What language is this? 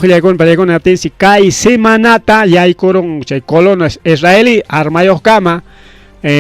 Ayacucho Quechua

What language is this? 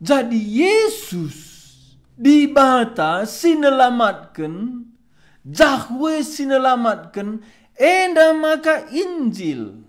Batak Karo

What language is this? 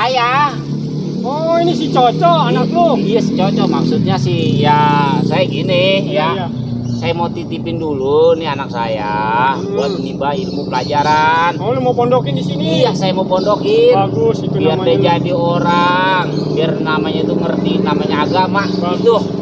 Betawi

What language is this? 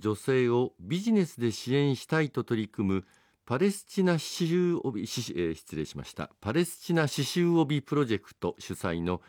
Japanese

